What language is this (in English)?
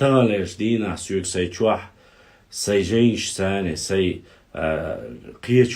Chechen